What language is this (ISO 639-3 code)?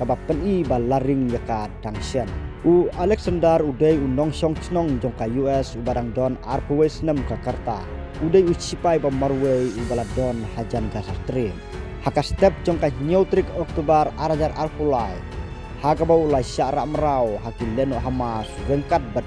kha